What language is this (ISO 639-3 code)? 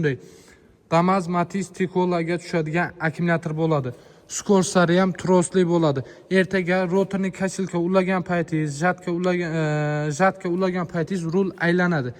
uzb